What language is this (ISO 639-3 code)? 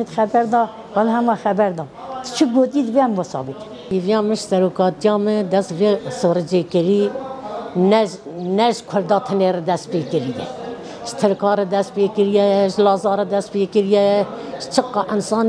kur